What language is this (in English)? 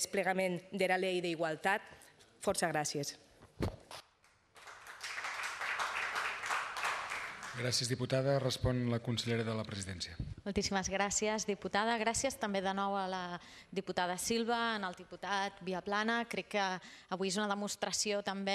Catalan